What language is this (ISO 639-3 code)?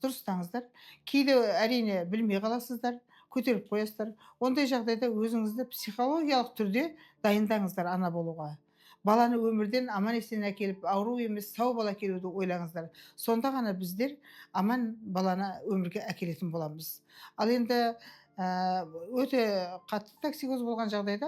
kaz